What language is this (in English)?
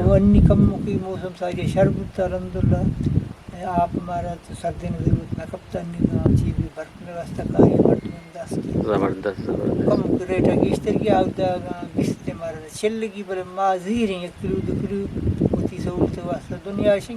Eastern Balochi